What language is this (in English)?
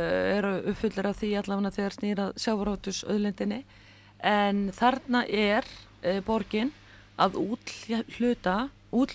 Icelandic